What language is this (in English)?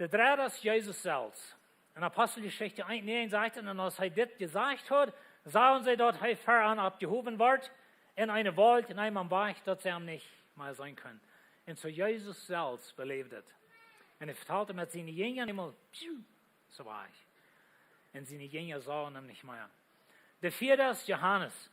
Plautdietsch